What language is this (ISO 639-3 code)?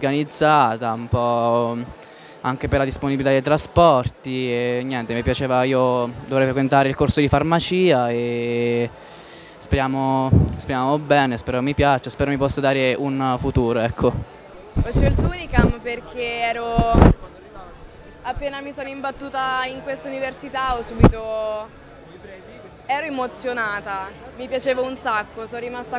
ita